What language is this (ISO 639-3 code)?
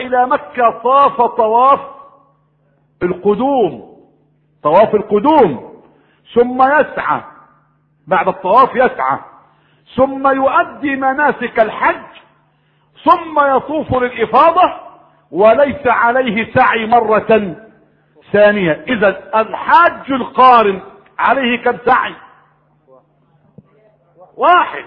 ara